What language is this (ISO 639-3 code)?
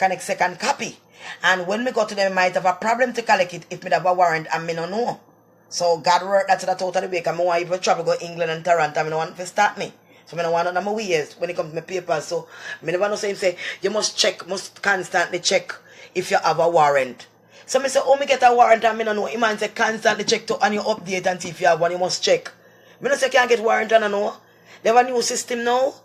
jam